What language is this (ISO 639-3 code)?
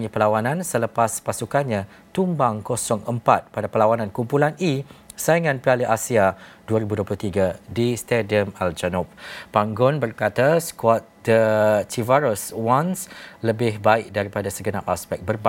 msa